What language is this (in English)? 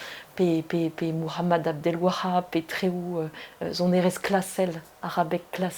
Breton